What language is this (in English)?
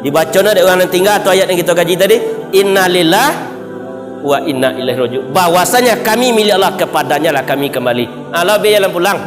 Minangkabau